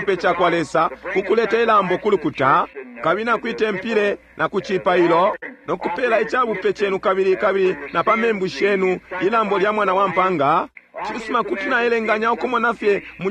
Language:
Bemba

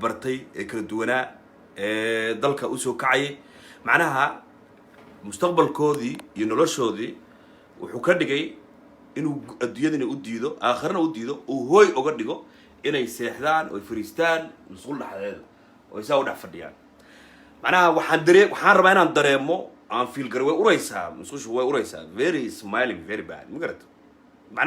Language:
Somali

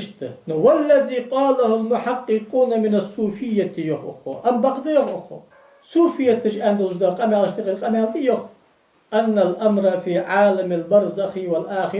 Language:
Ingush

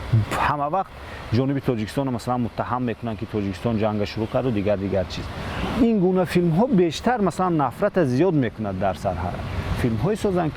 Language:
Tajik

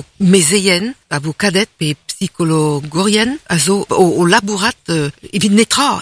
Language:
Breton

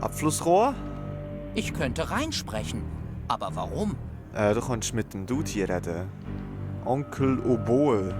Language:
Swiss German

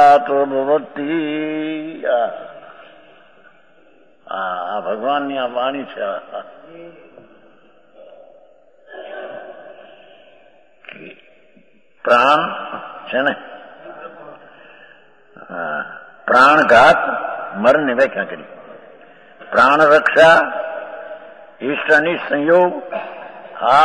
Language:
Gujarati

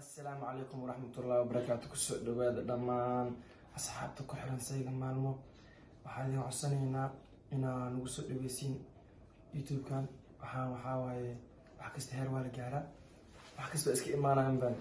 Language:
Somali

